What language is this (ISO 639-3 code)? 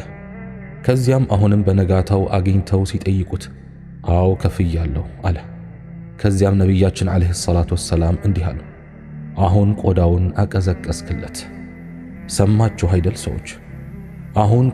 amh